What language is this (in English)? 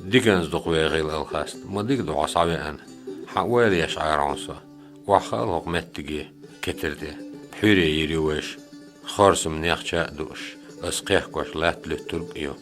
Chechen